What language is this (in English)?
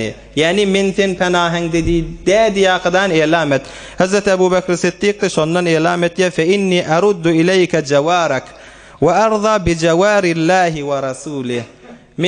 Turkmen